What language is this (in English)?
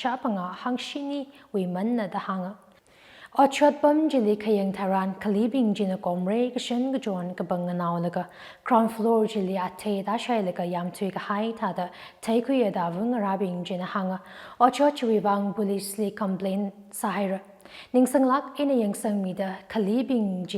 Tangkhul Naga (India)